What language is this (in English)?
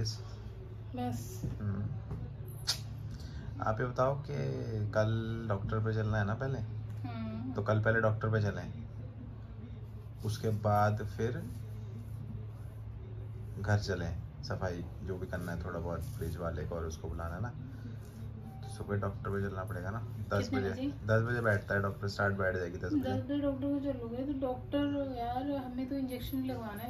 Hindi